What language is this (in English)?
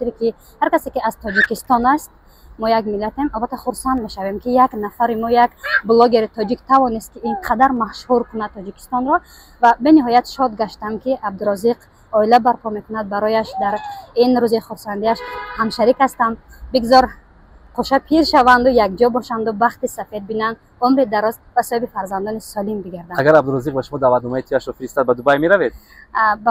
Tajik